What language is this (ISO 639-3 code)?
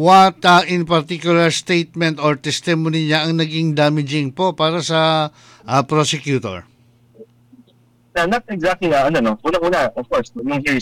fil